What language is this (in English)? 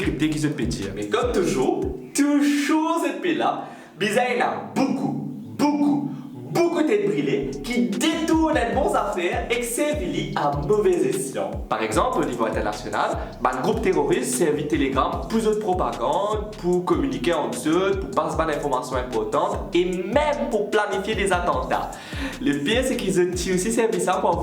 Morisyen